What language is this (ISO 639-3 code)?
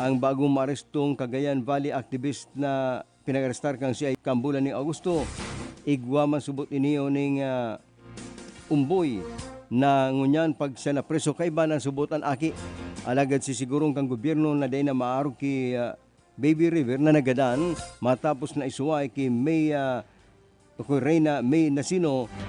bik